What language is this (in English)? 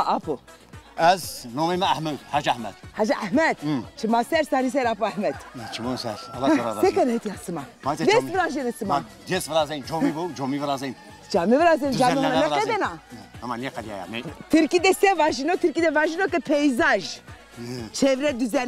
Zaza